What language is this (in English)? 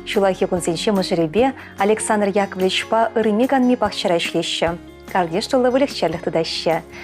Chuvash